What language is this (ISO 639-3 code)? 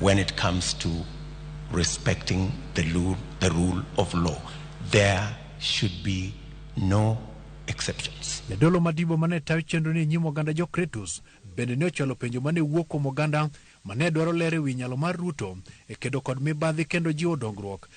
luo